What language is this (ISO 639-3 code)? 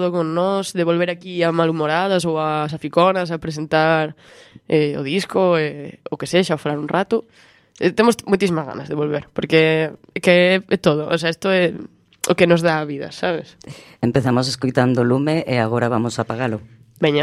glg